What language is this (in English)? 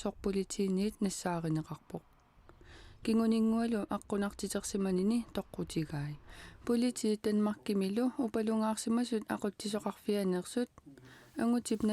Kalaallisut